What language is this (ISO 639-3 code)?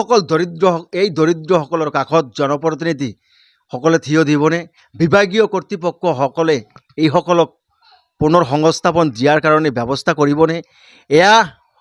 asm